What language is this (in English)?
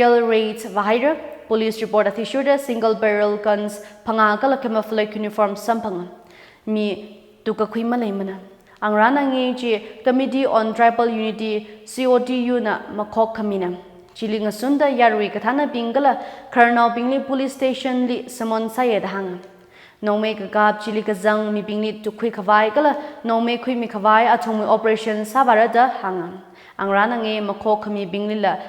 Tangkhul Naga (India)